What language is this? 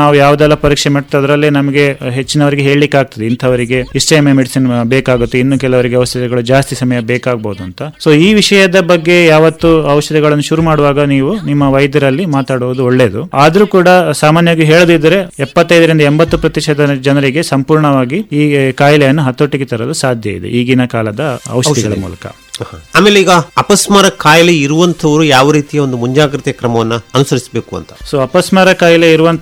Kannada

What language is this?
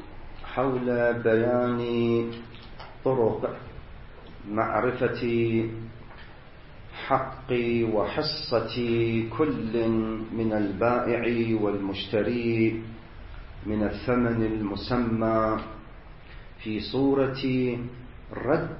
Arabic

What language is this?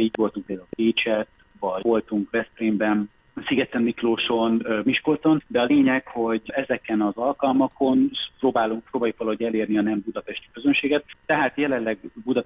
Hungarian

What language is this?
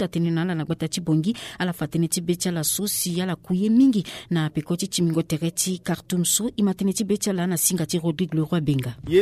Sango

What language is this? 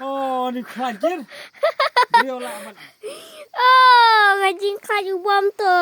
Khasi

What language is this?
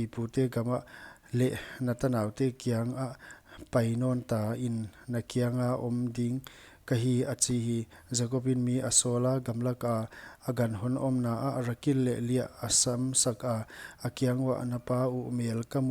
Paite Chin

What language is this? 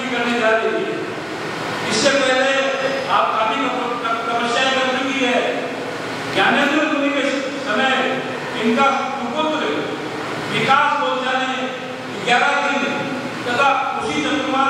Hindi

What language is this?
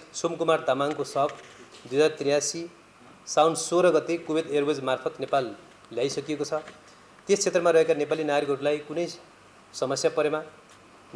Nepali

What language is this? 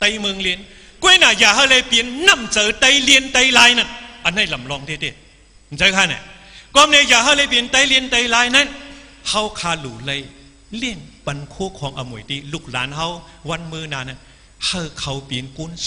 Shan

